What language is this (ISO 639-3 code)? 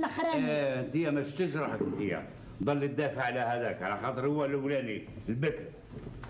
arq